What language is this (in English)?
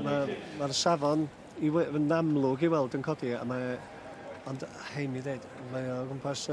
Welsh